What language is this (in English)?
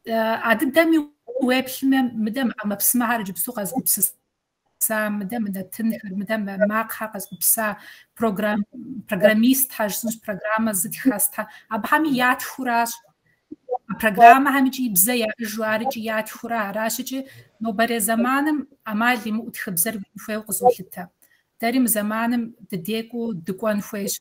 Kabardian